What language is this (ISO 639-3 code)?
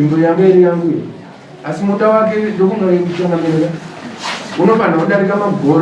sna